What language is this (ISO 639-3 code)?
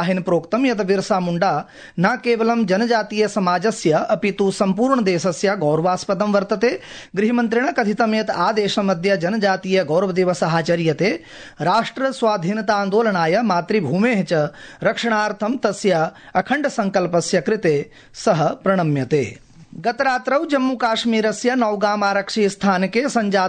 san